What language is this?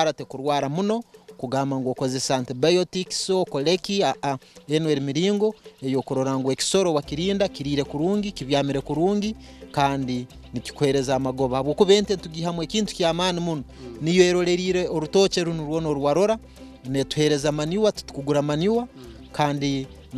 Nyankole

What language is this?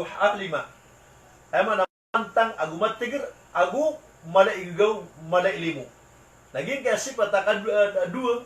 Maranao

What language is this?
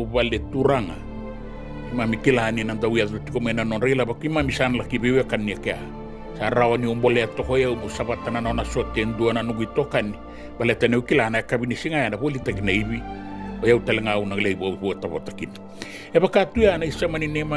Fijian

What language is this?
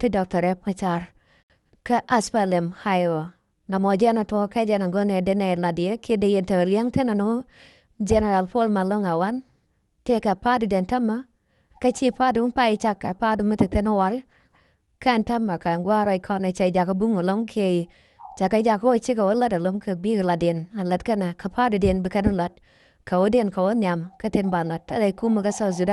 Nuer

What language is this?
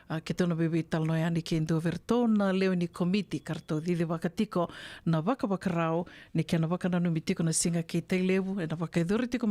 Fijian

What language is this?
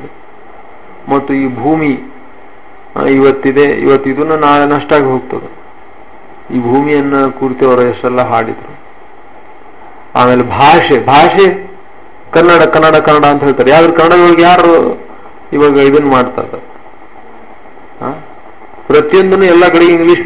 Kannada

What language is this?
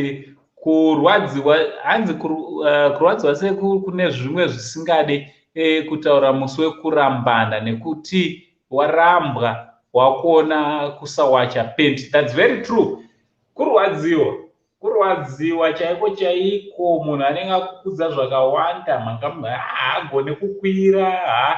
Shona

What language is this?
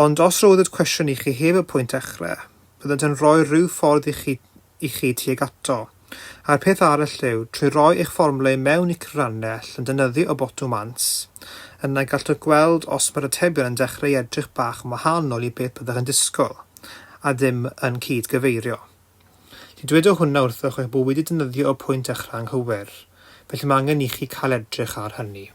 Welsh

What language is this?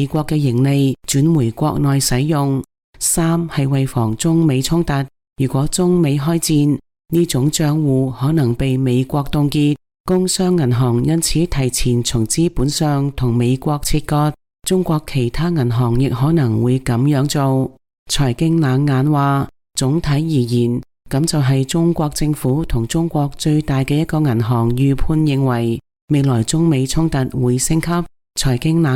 Cantonese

